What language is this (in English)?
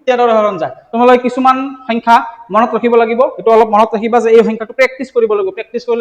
Assamese